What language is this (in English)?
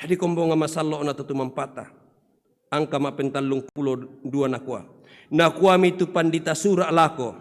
Toraja-Sa'dan